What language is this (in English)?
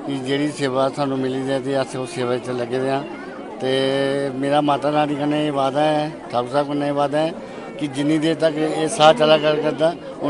Dogri